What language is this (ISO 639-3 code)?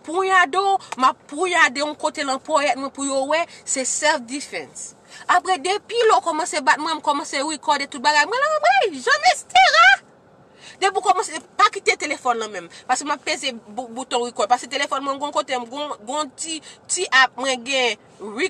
hat